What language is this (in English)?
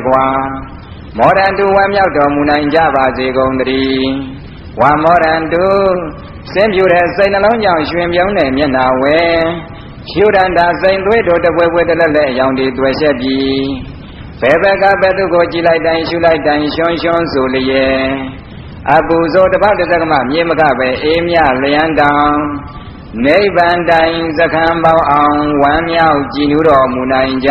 Burmese